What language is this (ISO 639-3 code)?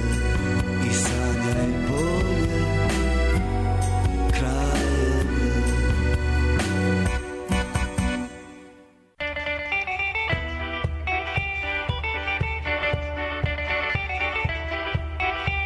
srp